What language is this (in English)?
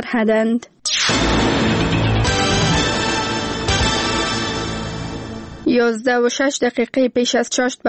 Persian